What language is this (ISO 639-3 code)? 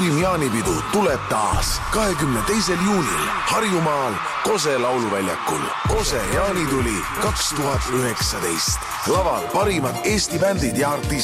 est